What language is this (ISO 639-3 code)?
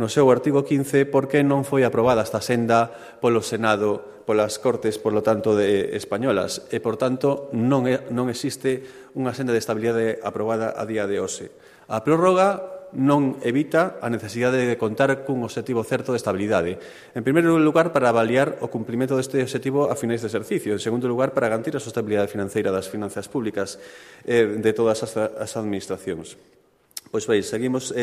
glg